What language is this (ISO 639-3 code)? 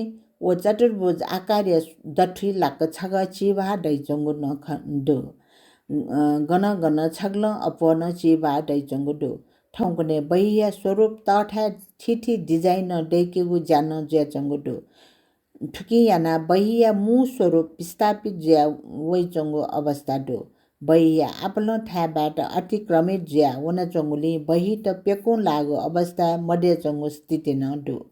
new